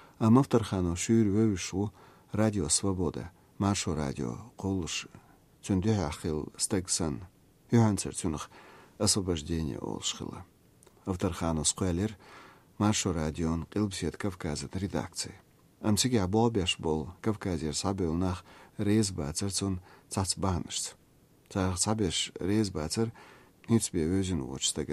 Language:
Chechen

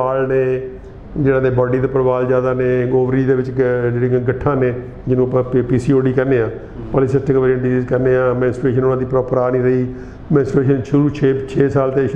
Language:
Punjabi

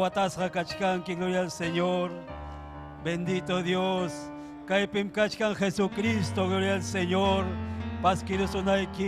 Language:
Ayacucho Quechua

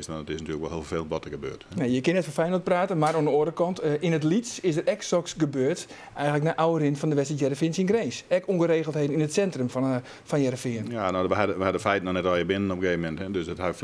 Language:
Western Frisian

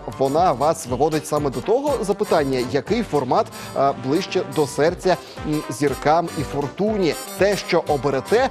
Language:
Ukrainian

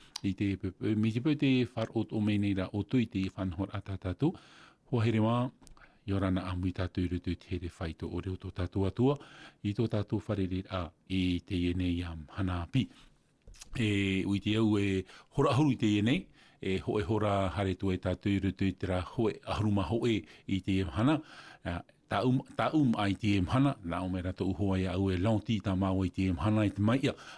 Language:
Tahitian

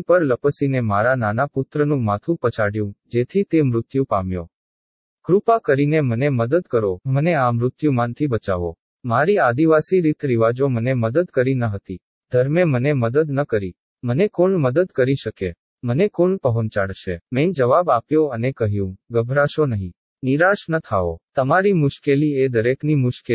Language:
Gujarati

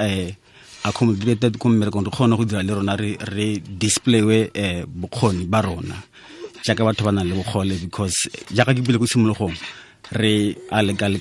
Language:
Tswana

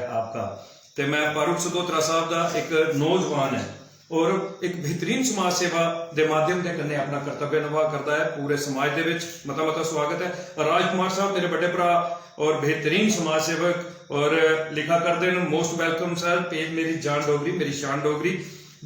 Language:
Dogri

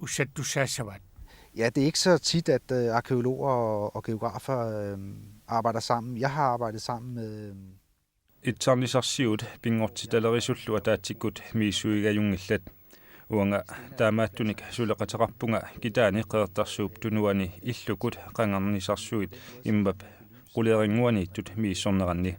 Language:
Kalaallisut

